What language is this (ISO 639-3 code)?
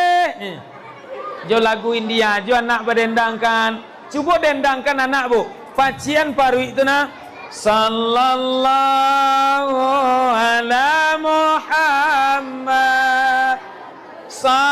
min